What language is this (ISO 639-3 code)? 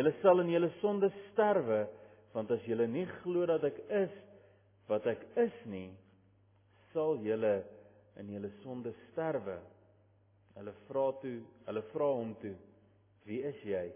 afr